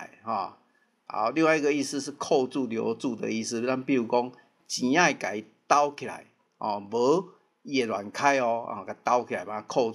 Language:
Min Nan Chinese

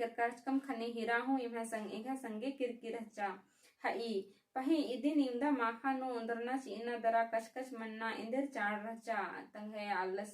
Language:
Kurukh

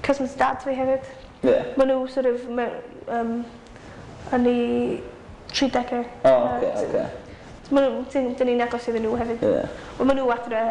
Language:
Welsh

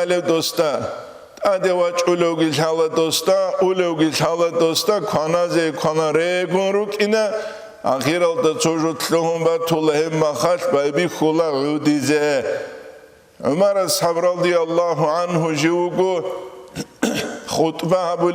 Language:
Avaric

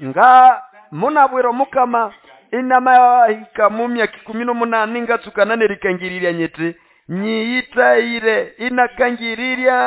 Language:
Nande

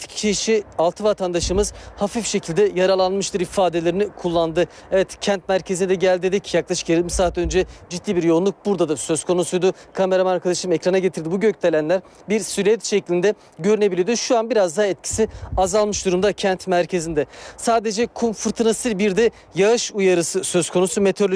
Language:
Turkish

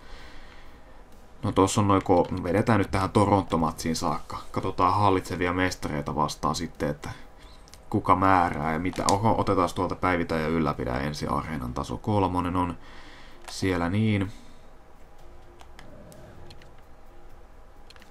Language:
Finnish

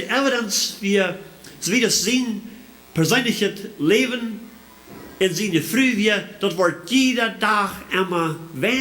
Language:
Plautdietsch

